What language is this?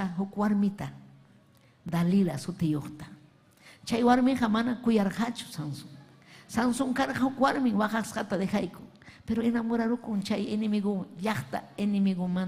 Ayacucho Quechua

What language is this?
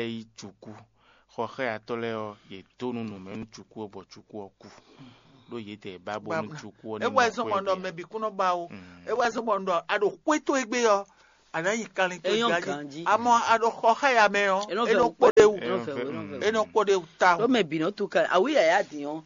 Fon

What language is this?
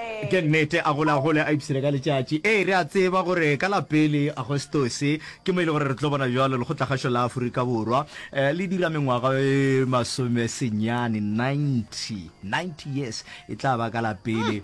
Northern Sotho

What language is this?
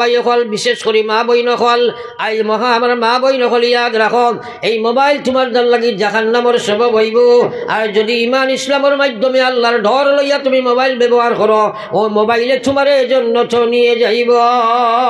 Sylheti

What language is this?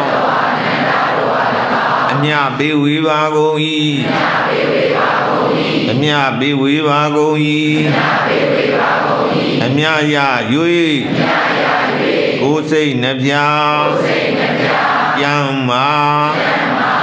Burmese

